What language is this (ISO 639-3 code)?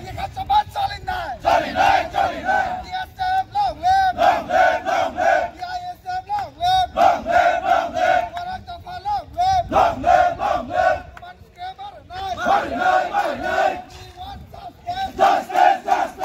trp